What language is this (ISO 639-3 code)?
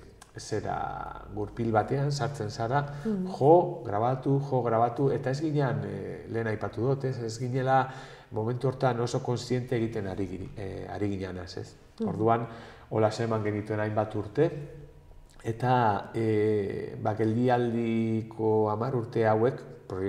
eus